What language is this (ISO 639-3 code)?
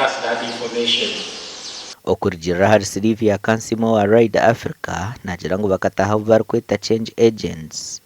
nyn